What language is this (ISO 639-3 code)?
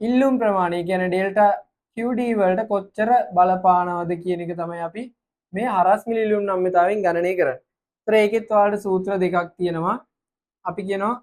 sin